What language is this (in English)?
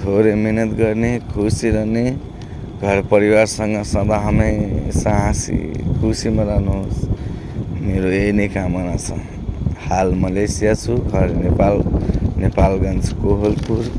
Nepali